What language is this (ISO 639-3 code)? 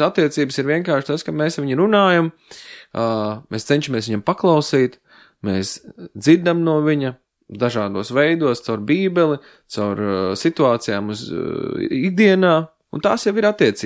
lav